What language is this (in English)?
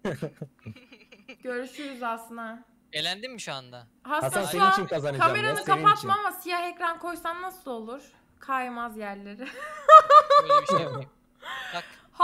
Turkish